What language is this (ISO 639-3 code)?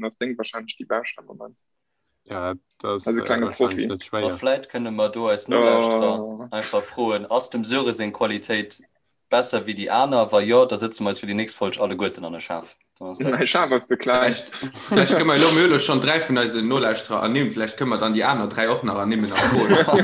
ltz